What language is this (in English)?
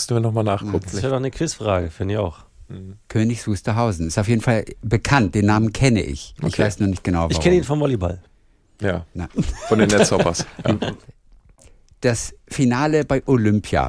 German